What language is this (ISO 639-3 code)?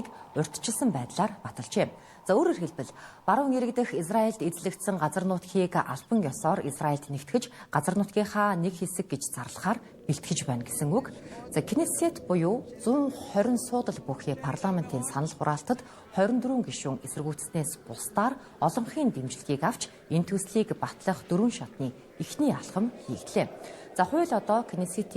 mon